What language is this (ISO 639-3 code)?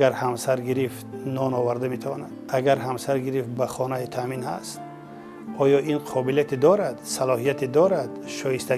tgk